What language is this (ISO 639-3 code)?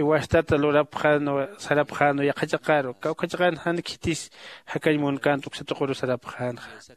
aym